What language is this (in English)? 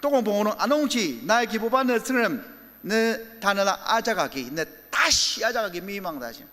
Ao Naga